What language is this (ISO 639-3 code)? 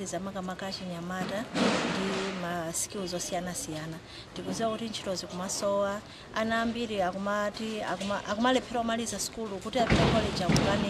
nya